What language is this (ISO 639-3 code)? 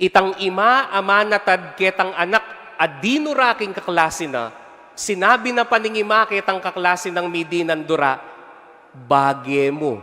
pam